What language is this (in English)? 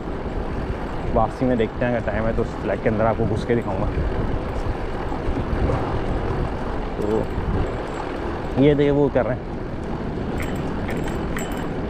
Hindi